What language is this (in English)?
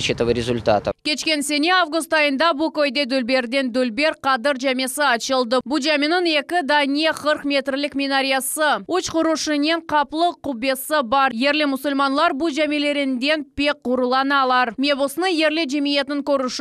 Crimean Tatar